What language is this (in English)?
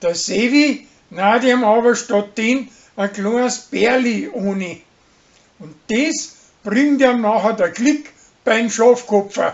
Bavarian